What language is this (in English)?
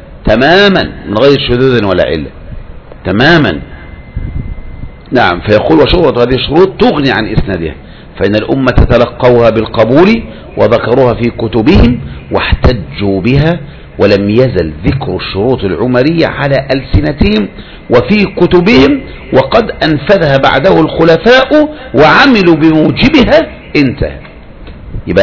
Arabic